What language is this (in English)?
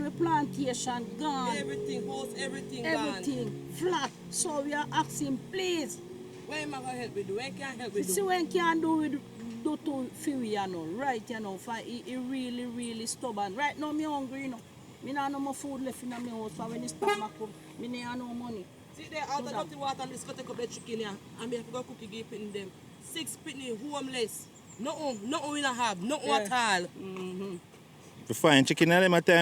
Jamaican Creole English